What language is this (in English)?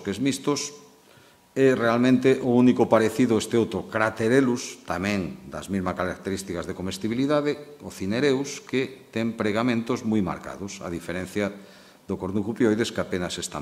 Galician